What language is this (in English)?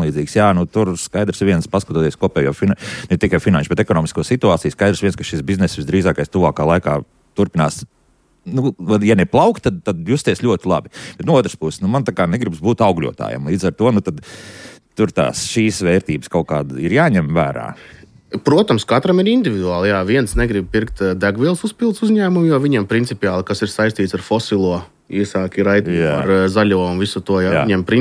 Latvian